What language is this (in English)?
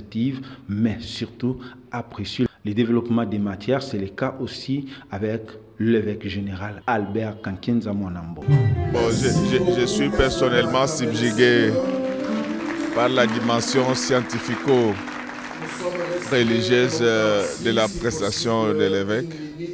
French